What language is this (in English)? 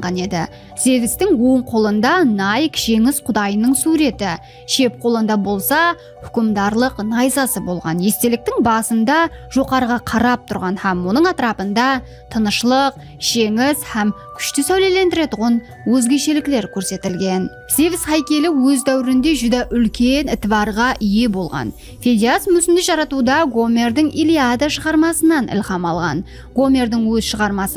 Kara-Kalpak